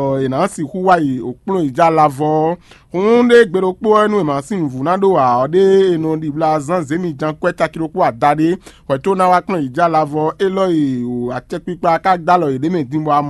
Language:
Fon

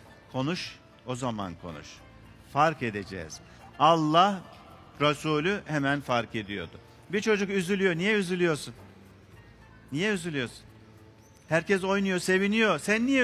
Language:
Turkish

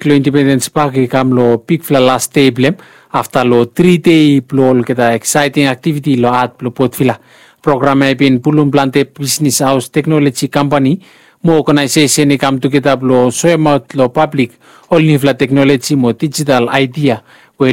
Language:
Bislama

